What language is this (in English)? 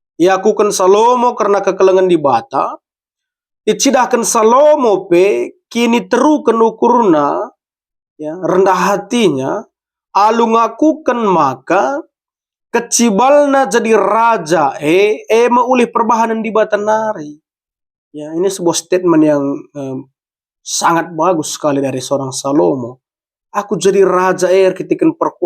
Batak Karo